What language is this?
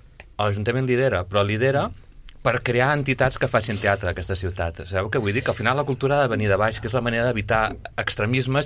Catalan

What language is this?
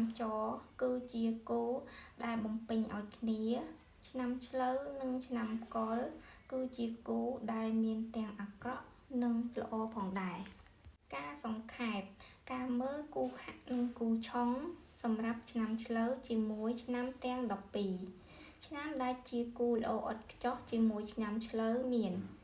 Khmer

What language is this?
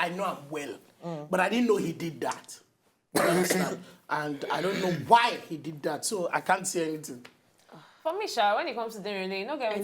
Nigerian Pidgin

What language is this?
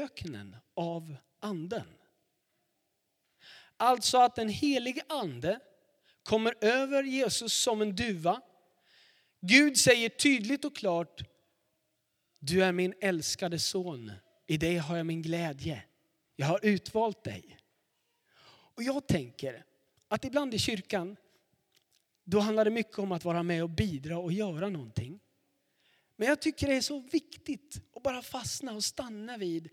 Swedish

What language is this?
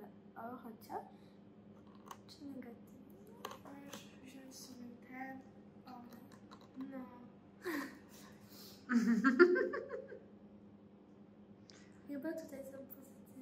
Polish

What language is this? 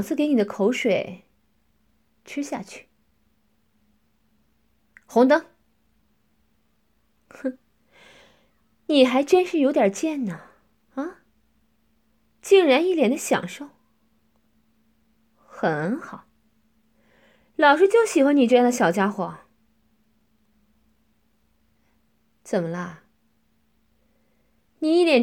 Chinese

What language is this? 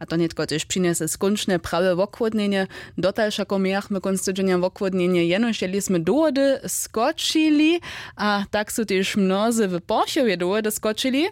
Upper Sorbian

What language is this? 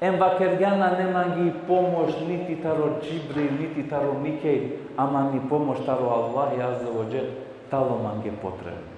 Balkan Romani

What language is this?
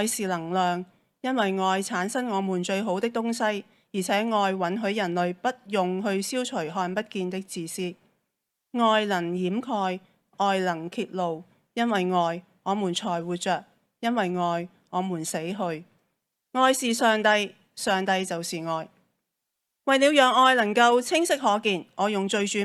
Cantonese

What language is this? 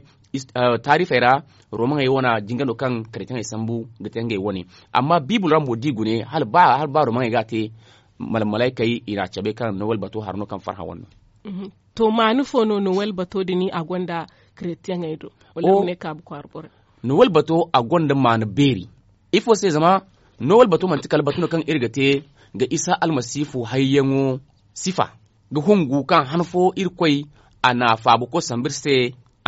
Zarma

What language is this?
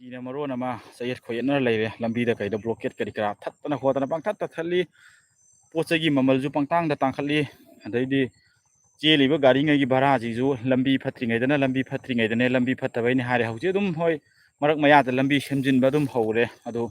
Manipuri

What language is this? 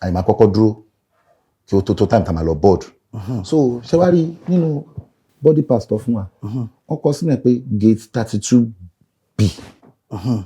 Yoruba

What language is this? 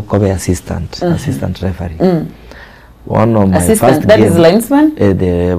Gusii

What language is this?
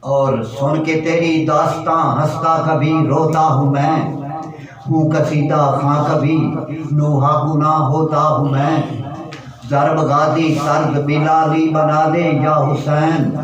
Saraiki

